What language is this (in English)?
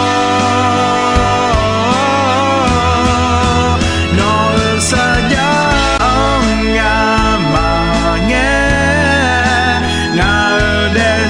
Akha